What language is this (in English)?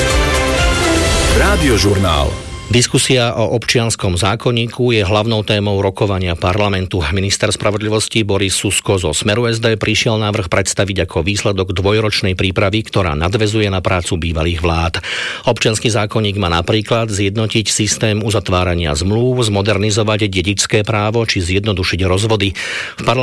Slovak